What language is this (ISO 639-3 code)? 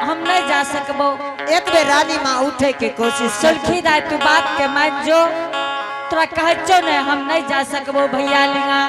anp